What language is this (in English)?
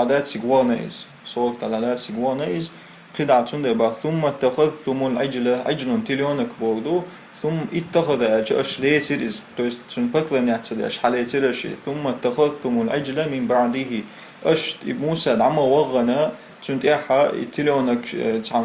Chechen